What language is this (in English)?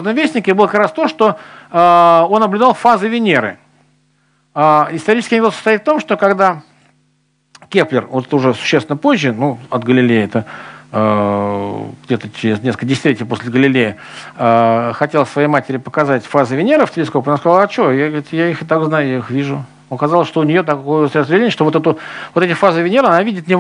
Russian